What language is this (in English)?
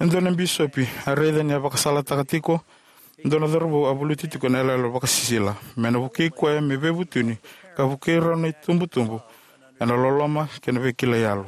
Fijian